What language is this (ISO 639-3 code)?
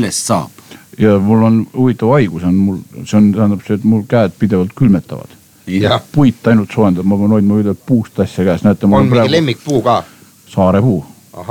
est